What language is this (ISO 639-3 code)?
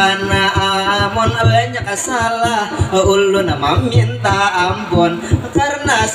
bjn